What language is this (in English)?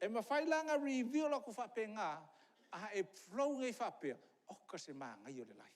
Samoan